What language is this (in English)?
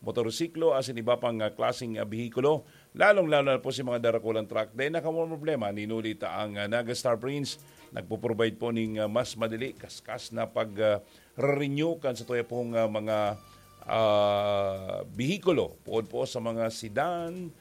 Bikol